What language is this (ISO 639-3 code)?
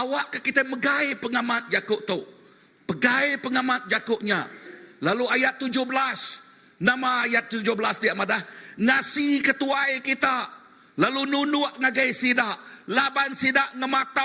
iba